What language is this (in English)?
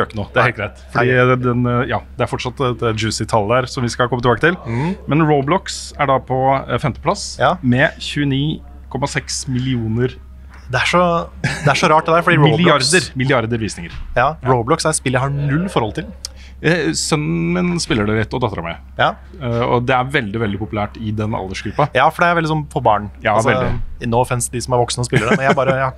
Norwegian